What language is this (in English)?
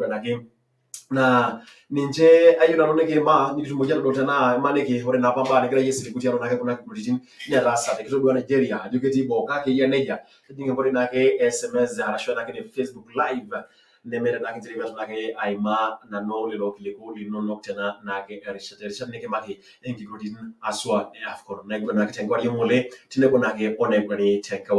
Masai